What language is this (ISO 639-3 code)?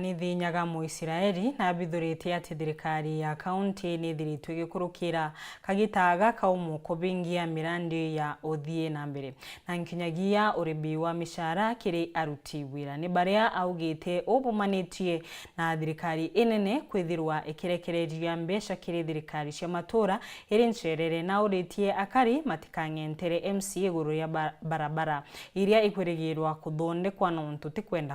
mer